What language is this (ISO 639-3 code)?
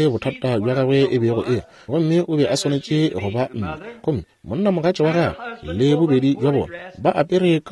nso